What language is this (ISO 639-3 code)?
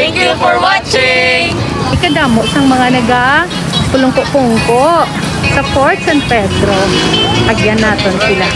hil